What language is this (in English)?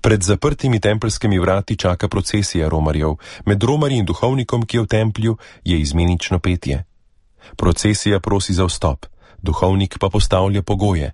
Slovenian